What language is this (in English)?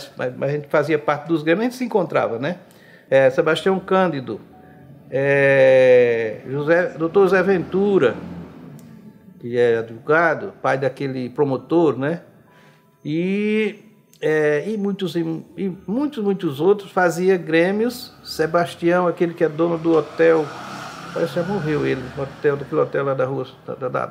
Portuguese